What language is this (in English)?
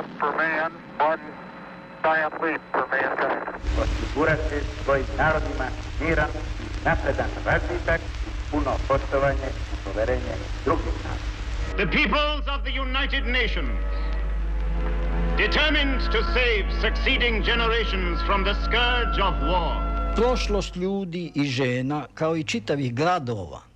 Serbian